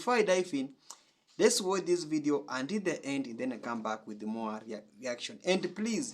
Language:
Jamaican Creole English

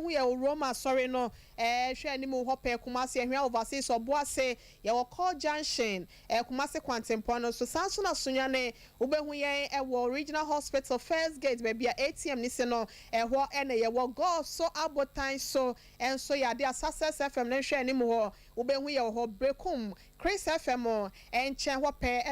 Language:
Akan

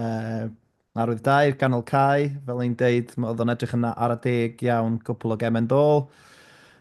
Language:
Welsh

